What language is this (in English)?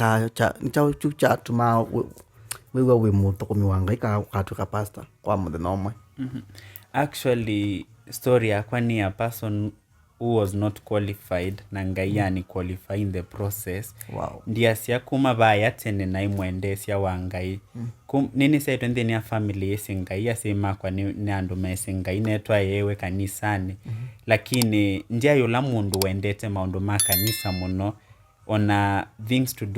Kamba